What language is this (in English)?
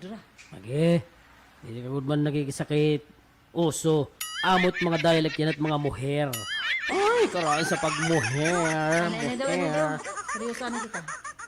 Waray